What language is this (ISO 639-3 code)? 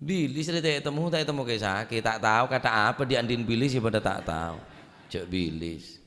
mad